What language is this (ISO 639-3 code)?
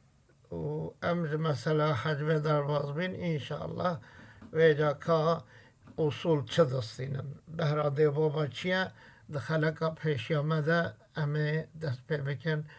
kur